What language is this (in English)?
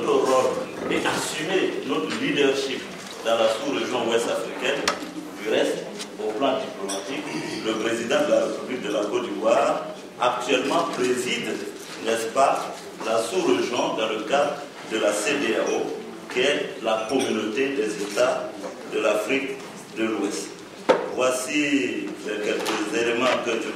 French